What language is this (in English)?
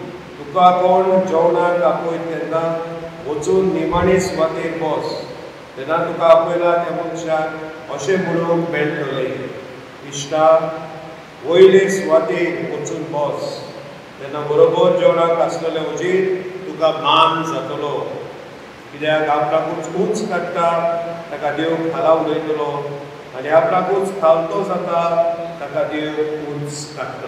Konkani